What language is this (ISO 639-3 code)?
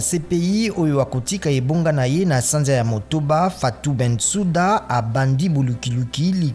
lin